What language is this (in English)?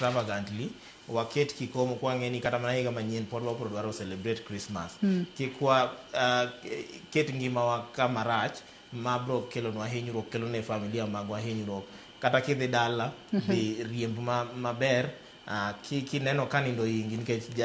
Luo (Kenya and Tanzania)